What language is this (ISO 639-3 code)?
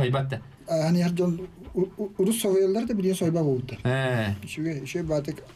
sah